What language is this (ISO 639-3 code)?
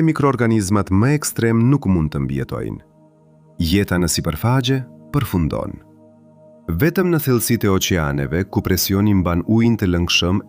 sqi